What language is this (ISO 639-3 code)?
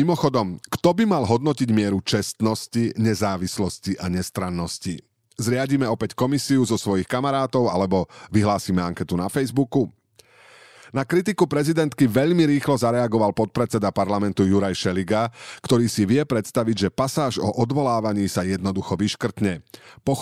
slk